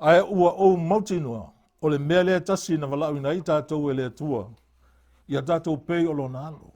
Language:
Samoan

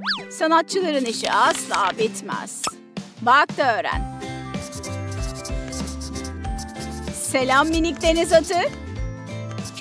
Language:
Turkish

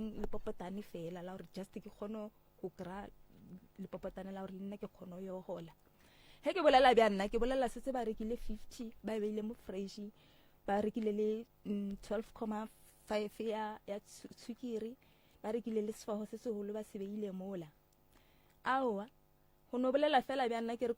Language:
Northern Sotho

